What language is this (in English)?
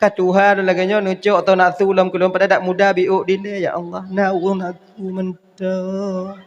Achinese